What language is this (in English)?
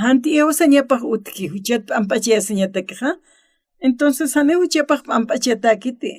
Aymara